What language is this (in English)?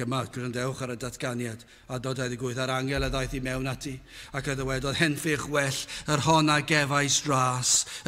Welsh